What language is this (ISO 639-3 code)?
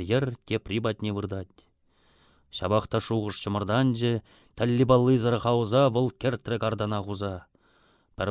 chv